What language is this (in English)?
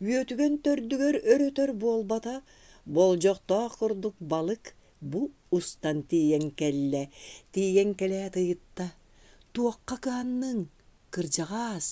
Yakut